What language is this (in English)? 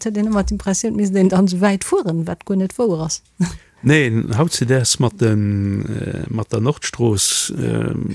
Luxembourgish